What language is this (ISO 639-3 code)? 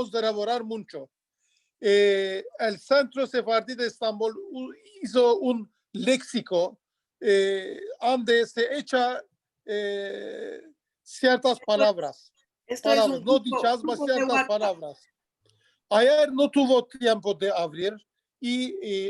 lad